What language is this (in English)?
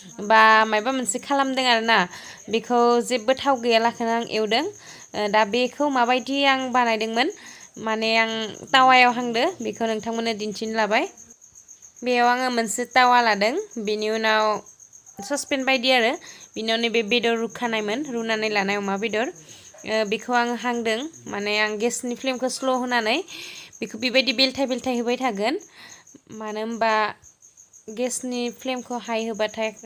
Bodo